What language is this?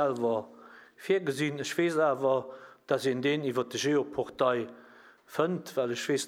Luxembourgish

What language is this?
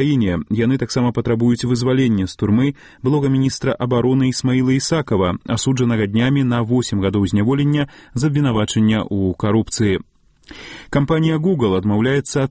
Belarusian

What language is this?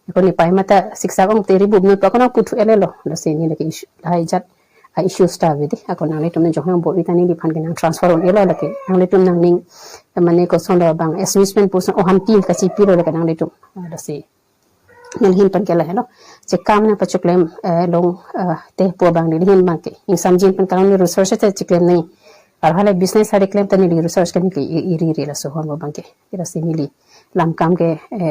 Karbi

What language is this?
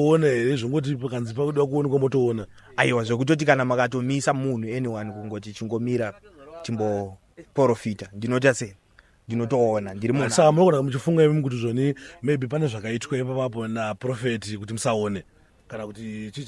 Shona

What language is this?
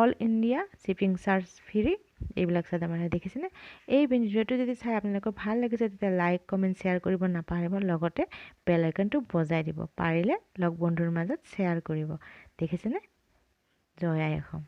Assamese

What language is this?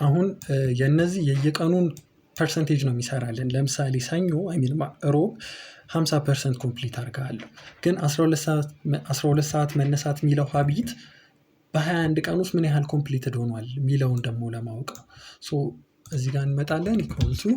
Amharic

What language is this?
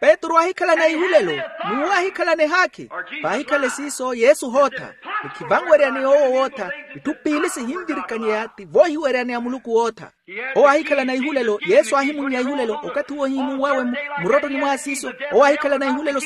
Makhuwa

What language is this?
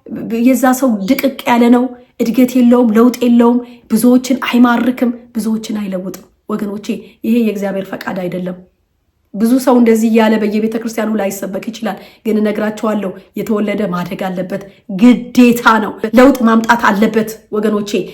Amharic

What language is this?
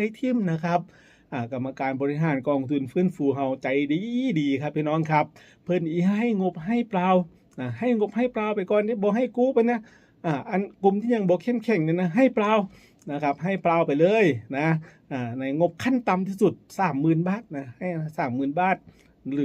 Northeastern Thai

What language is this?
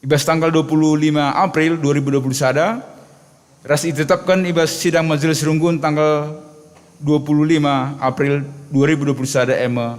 Batak Karo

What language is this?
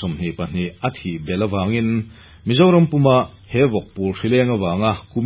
Mizo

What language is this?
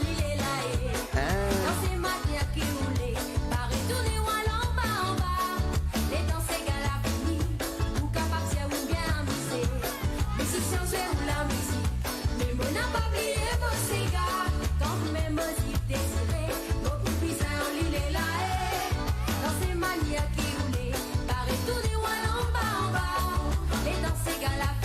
Morisyen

